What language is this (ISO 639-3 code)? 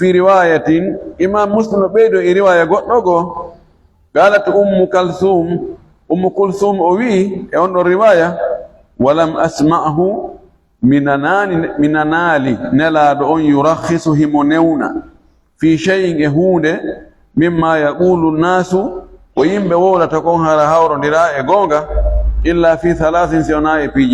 ful